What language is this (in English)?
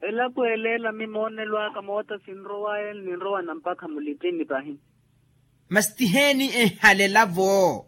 Makhuwa